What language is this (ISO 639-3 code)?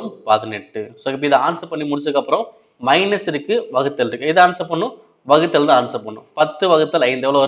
tam